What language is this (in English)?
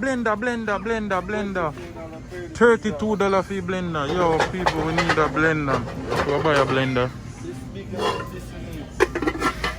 Jamaican Creole English